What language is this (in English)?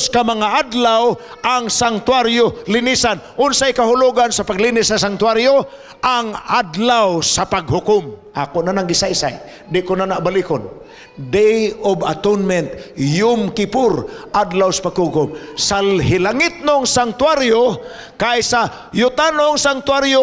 Cebuano